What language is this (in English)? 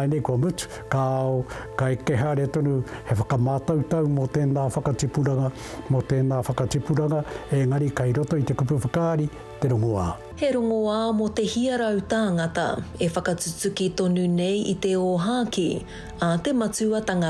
Māori